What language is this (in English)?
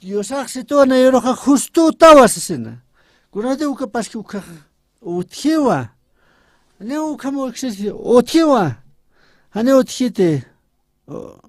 Aymara